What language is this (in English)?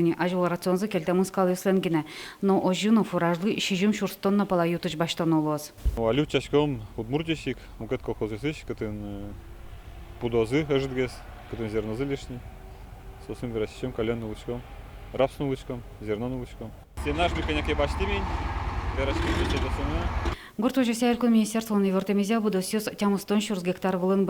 Udmurt